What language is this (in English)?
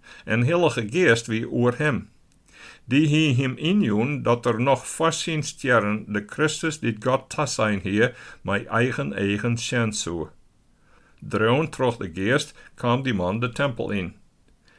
Western Frisian